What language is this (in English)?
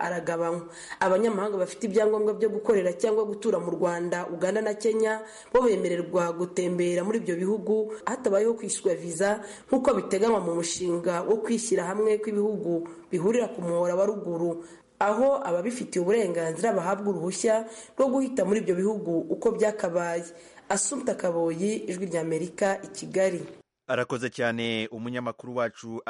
Kinyarwanda